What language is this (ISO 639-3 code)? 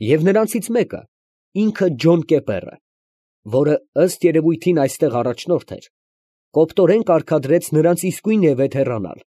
hye